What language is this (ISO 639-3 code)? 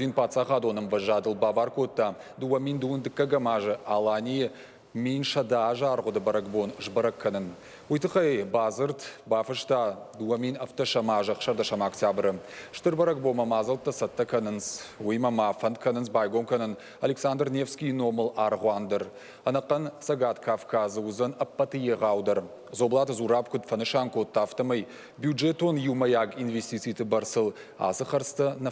oss